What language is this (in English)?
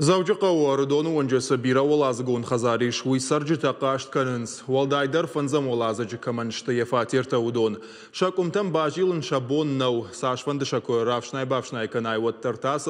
Ossetic